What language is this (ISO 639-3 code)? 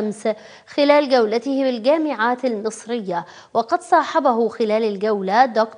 ara